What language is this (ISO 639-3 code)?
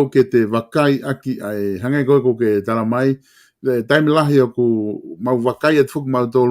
ton